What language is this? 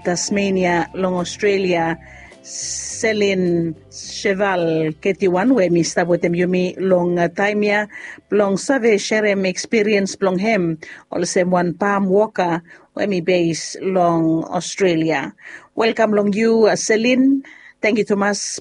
Bislama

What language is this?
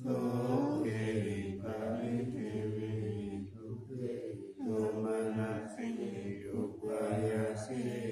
Pali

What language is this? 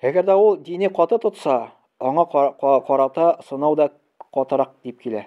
Tatar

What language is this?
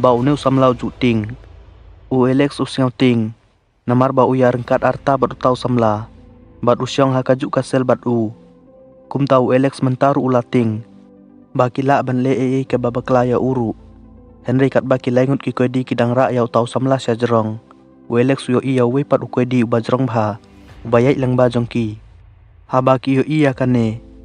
Khasi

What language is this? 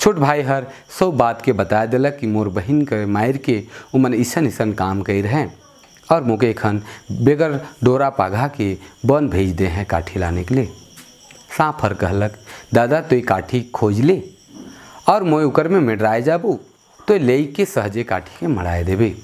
Sadri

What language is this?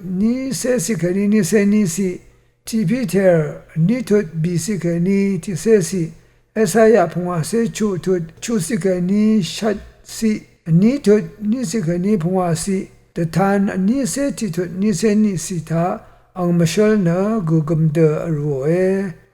Rawang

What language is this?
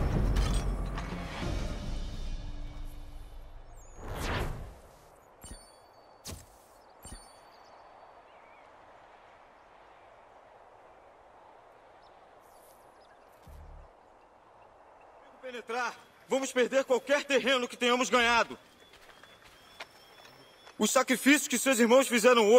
Portuguese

